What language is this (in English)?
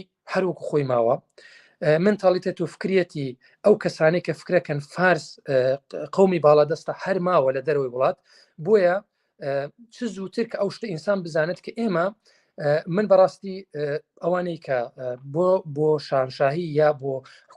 Central Kurdish